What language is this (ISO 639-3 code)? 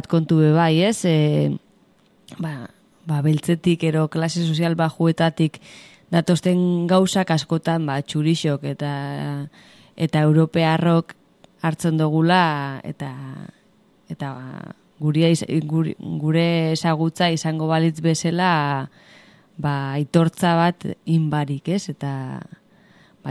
eus